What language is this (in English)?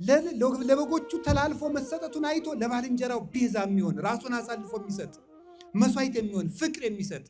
Amharic